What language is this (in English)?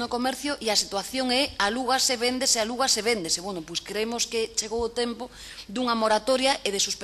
Galician